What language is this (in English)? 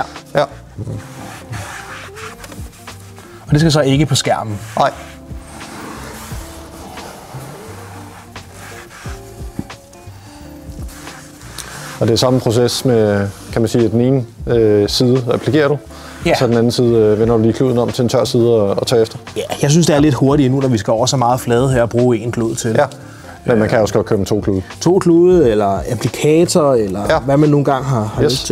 Danish